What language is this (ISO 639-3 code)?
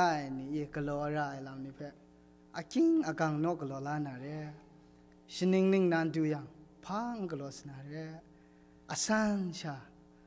kac